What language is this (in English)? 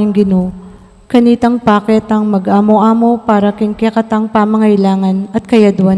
Pampanga